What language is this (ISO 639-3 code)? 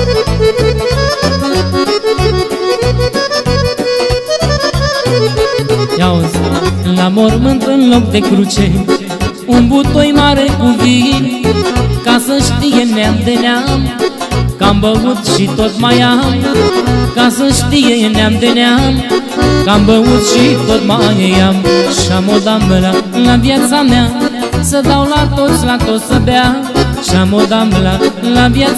ron